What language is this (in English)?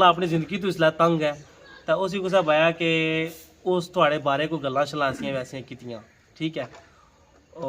Pahari-Potwari